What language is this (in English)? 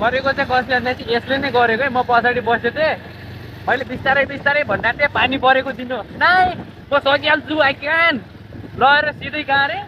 Nepali